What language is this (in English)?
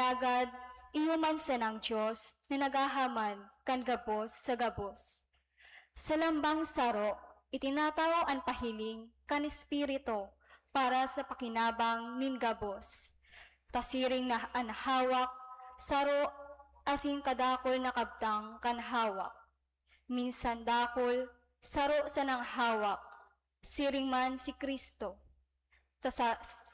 Bikol